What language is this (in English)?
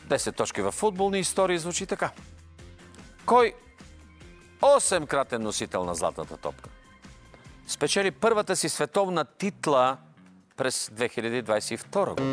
Bulgarian